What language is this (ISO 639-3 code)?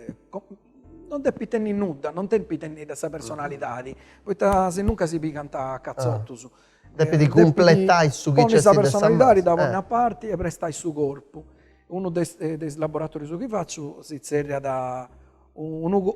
srd